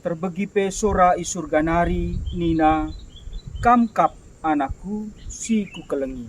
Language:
Batak Karo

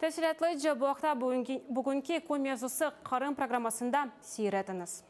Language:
Crimean Tatar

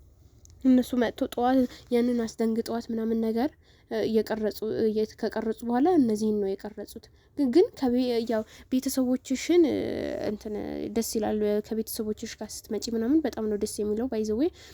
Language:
Amharic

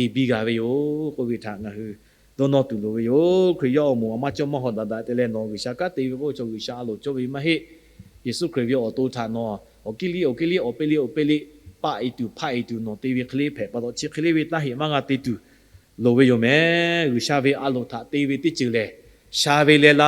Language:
Lahu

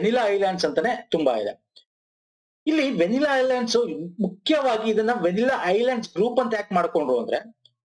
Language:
Kannada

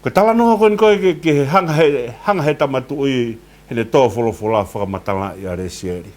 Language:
Tongan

